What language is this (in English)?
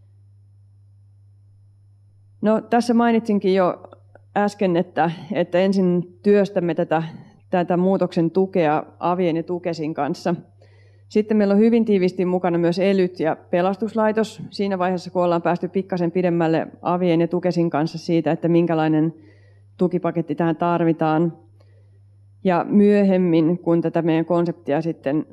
Finnish